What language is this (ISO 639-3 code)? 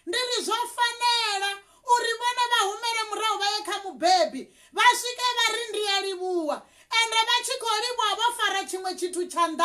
ven